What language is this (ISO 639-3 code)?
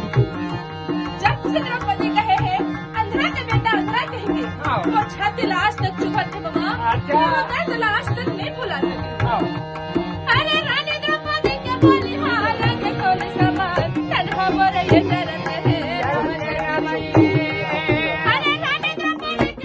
hne